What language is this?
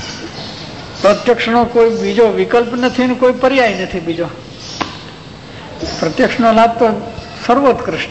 Gujarati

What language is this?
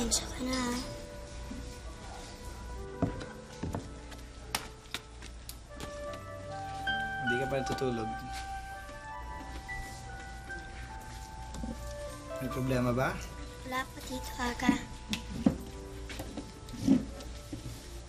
Filipino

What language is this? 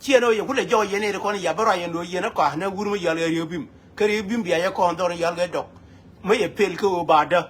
Nuer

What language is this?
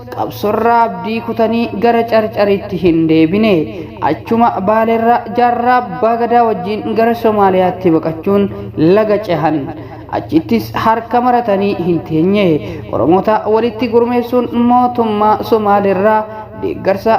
Oromo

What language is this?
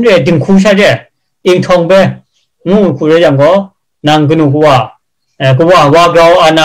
Kachin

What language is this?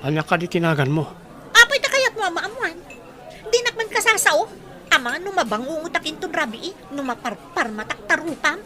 Iloko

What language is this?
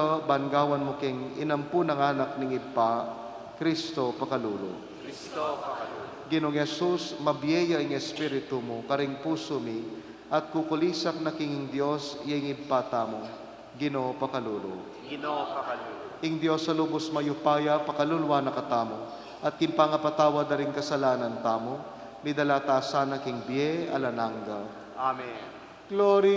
Pampanga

